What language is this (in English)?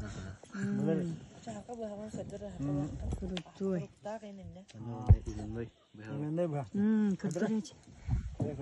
Yakut